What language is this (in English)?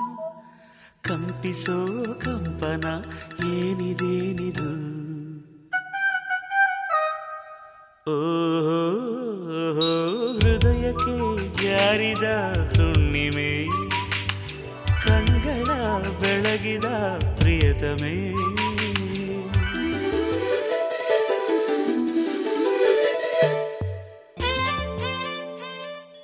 Kannada